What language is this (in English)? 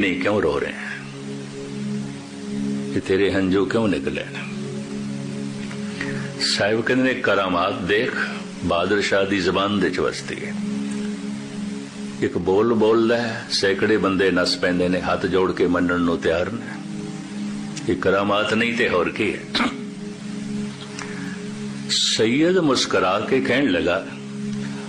Punjabi